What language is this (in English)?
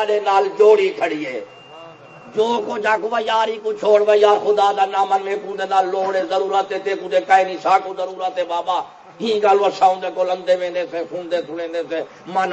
Saraiki